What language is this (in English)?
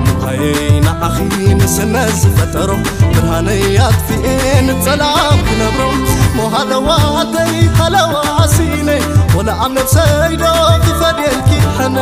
Tigrinya